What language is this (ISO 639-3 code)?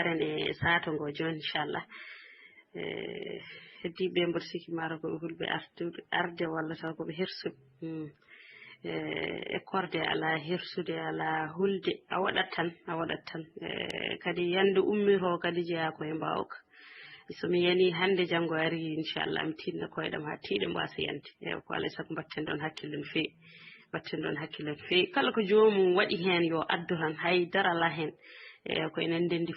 ful